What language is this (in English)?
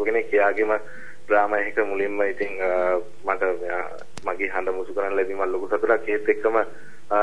Sinhala